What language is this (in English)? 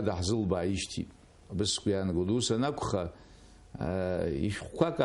Abkhazian